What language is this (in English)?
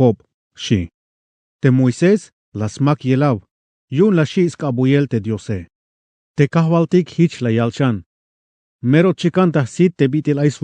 Tzeltal